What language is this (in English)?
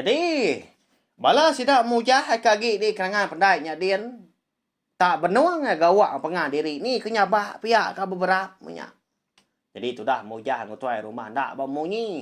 Iban